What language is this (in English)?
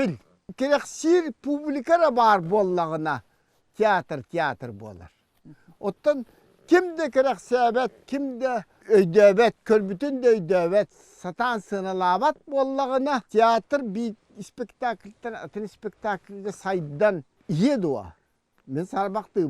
Yakut